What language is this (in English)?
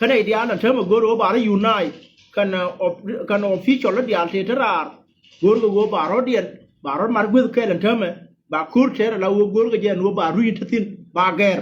Nuer